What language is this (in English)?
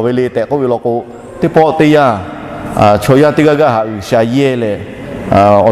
Lahu